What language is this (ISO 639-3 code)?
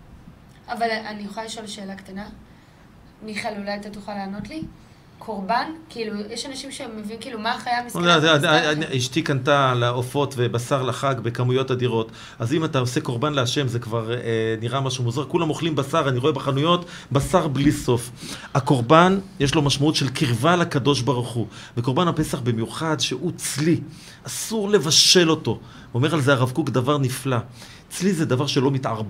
heb